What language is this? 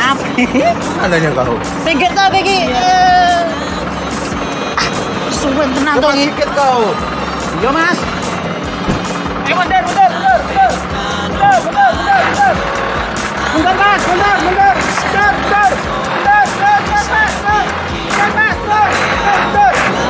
Indonesian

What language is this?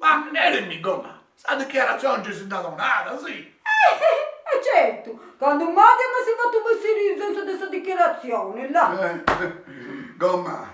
Sardinian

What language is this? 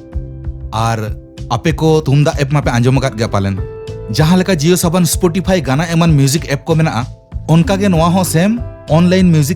Santali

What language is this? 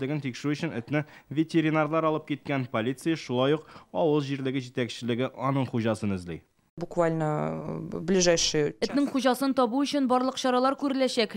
Tatar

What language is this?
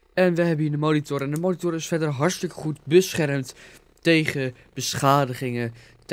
Dutch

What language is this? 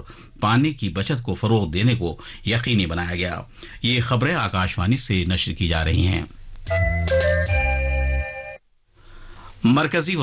Urdu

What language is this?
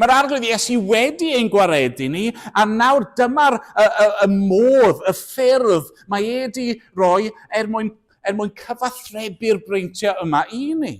Welsh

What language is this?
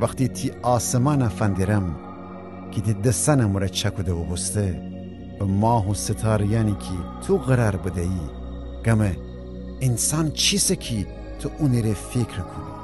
Gilaki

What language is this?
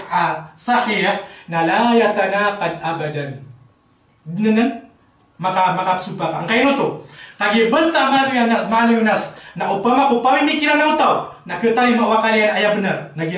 Maranao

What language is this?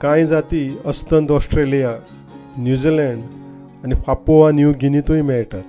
Konkani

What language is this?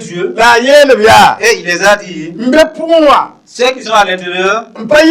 Mossi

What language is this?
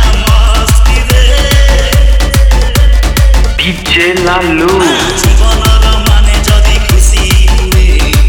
Odia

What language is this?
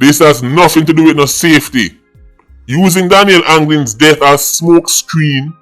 Jamaican Creole English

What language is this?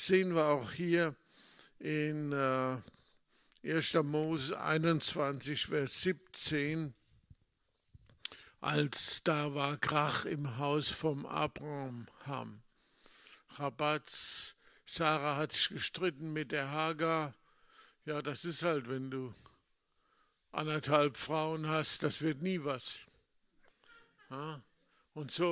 German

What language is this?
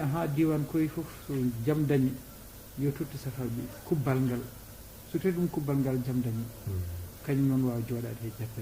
Fula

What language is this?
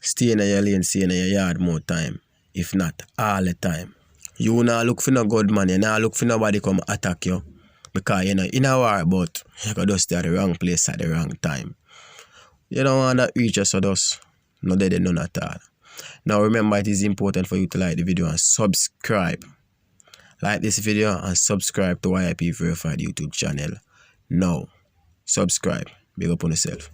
Jamaican Creole English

